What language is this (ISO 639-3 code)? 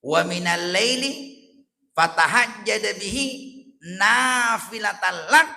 bug